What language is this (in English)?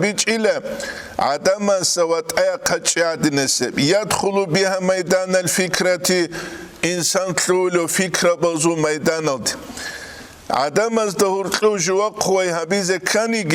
Avaric